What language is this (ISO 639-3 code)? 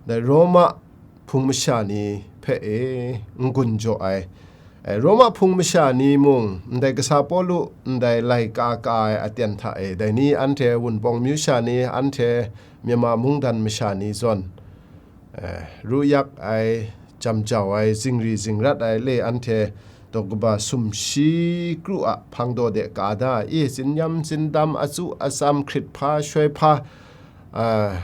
kac